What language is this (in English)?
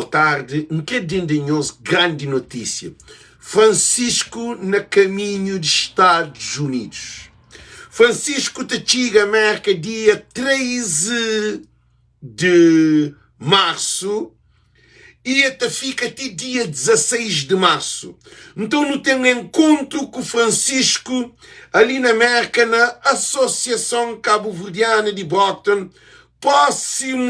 Kabuverdianu